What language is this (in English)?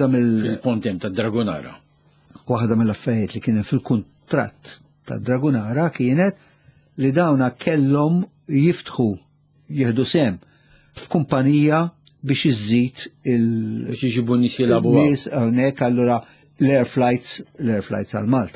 Maltese